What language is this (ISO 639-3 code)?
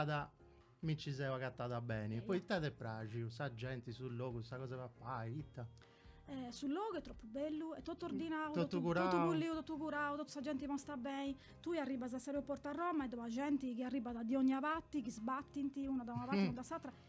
srd